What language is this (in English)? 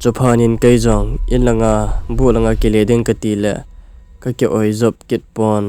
Thado Chin